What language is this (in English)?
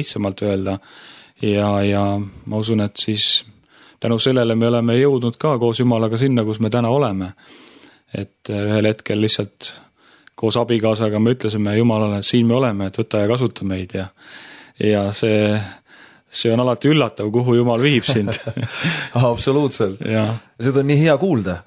Estonian